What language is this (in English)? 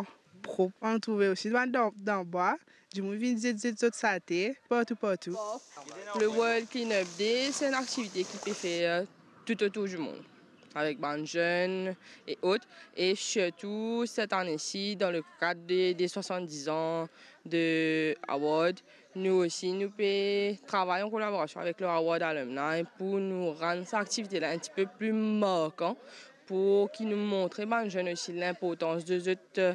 Morisyen